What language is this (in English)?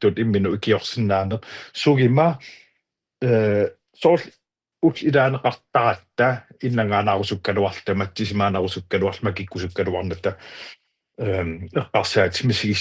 Kalaallisut